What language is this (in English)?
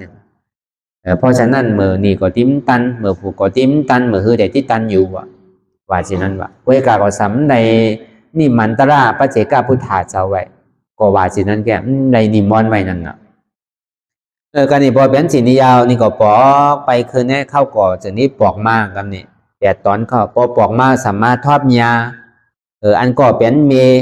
Shan